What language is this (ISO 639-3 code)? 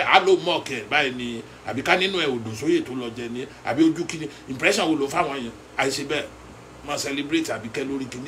yor